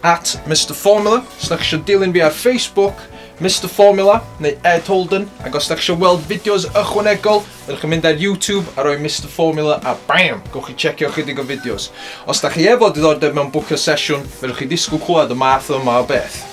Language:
Welsh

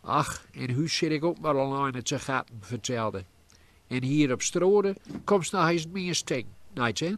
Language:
Gronings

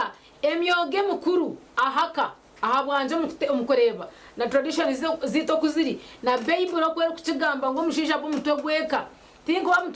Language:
Nyankole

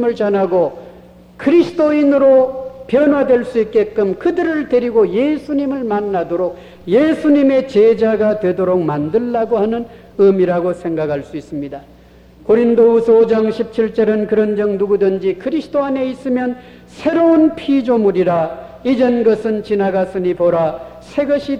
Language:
Korean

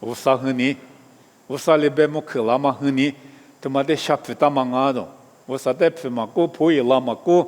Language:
Lisu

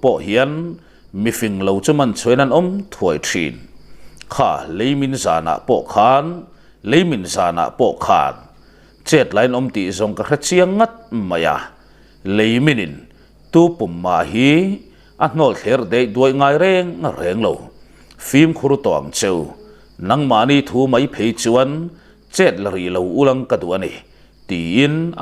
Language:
Mizo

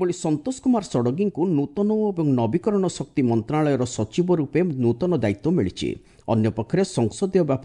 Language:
Odia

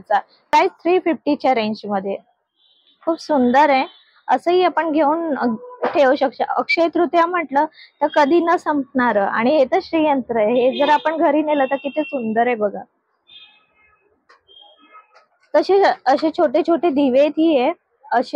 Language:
Marathi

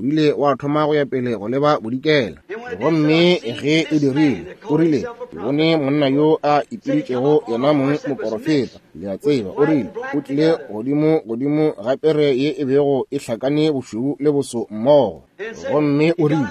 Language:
Northern Sotho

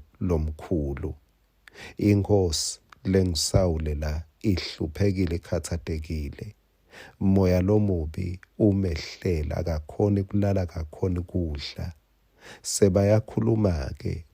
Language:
Swati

